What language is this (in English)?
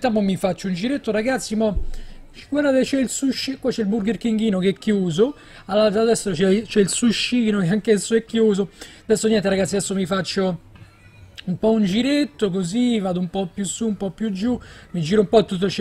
Italian